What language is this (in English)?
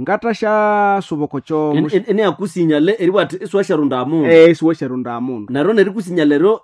Nande